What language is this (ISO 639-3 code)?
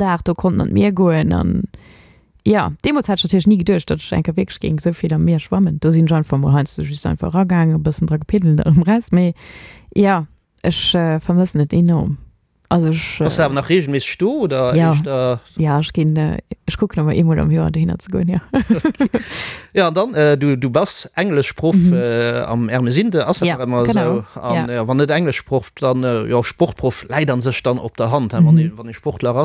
ltz